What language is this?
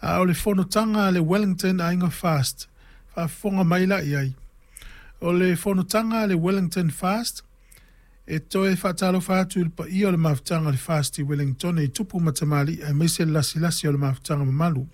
Samoan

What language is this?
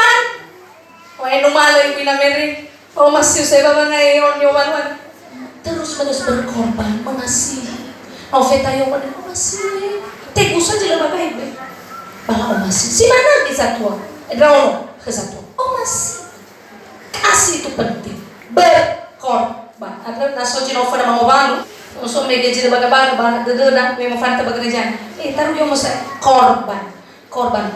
Nias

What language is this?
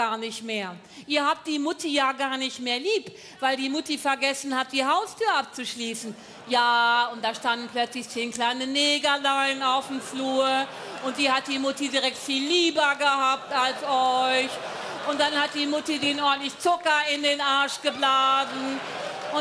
German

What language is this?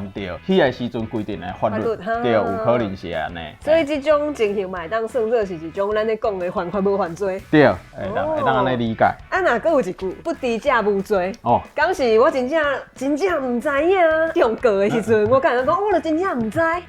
Min Nan Chinese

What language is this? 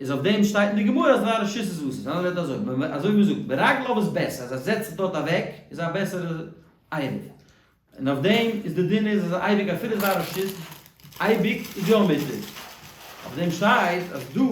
Yiddish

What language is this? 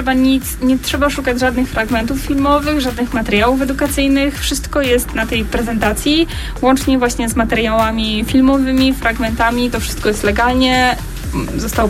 Polish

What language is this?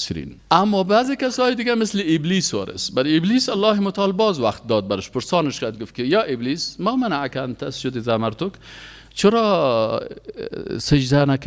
Persian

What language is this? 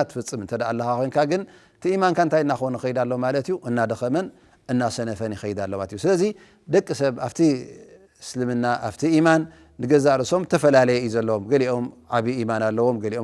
Tigrinya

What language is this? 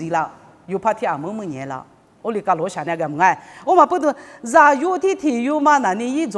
Lisu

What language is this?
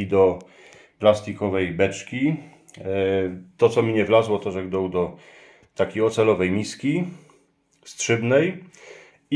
Silesian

